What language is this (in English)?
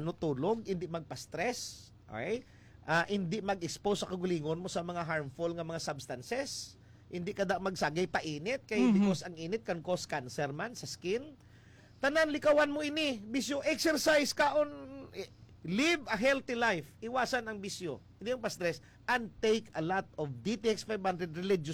Hiligaynon